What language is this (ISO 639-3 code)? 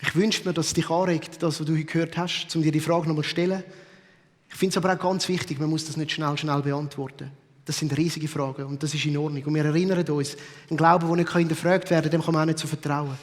gsw